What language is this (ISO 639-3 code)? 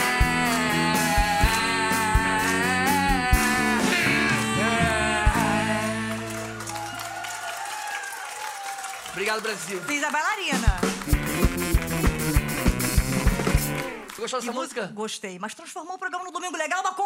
por